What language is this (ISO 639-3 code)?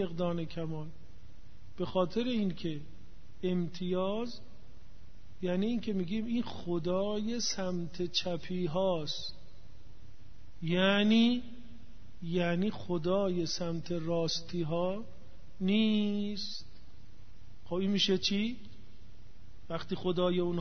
fas